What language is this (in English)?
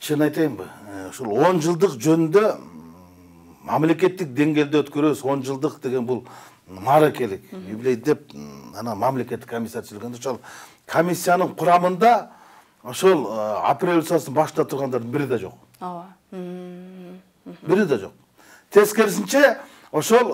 Kyrgyz